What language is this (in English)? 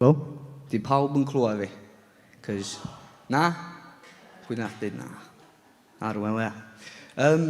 Welsh